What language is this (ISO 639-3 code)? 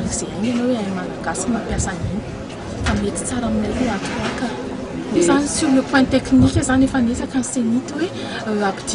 mlg